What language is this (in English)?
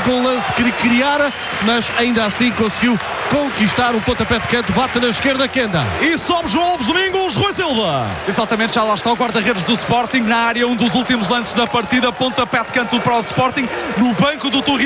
Portuguese